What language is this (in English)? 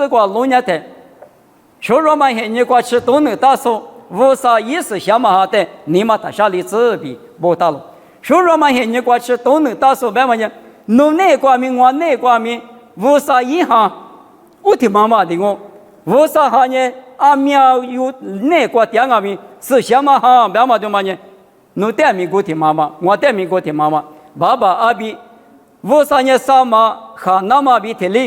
Lisu